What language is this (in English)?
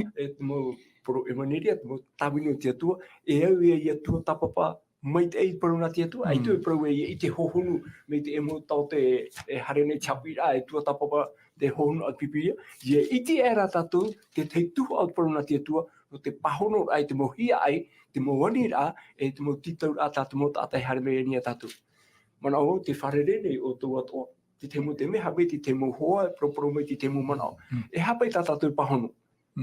Tahitian